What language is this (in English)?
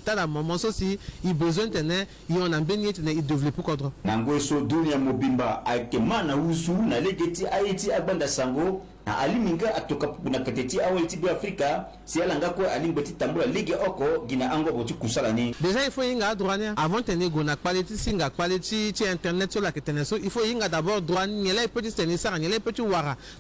Sango